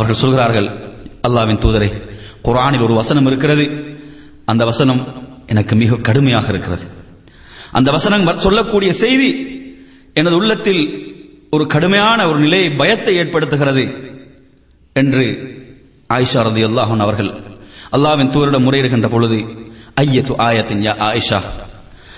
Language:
Tamil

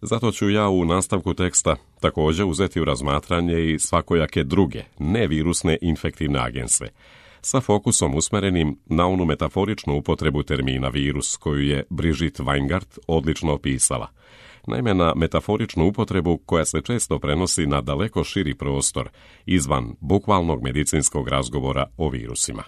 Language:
Serbian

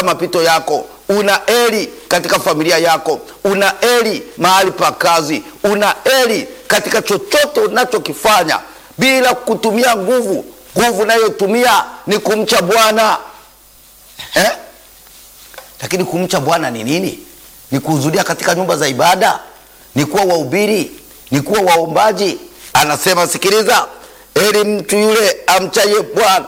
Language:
Swahili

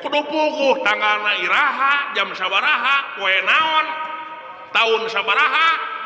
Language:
Sundanese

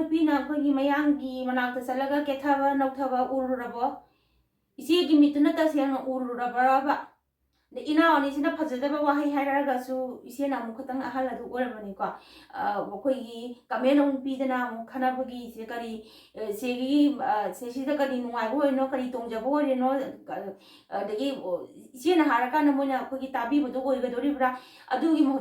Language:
Manipuri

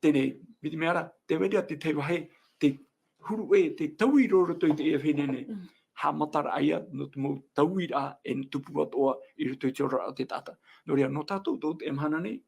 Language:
Tahitian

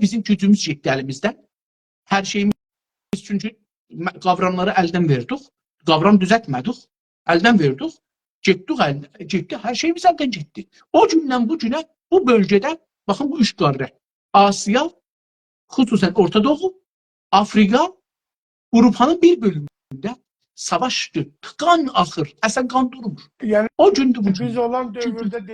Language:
South Azerbaijani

